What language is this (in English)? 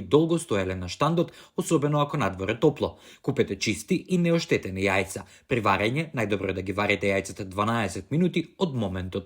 Macedonian